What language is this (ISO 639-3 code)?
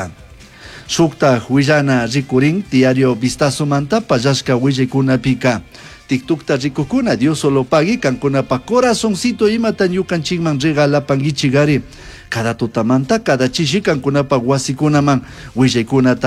qug